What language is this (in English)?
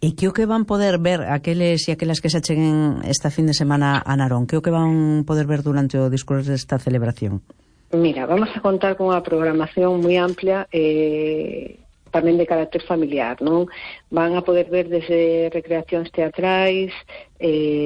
Galician